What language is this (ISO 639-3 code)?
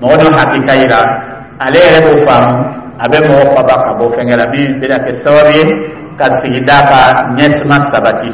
dyu